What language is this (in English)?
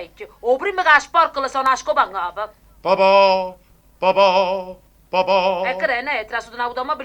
Neapolitan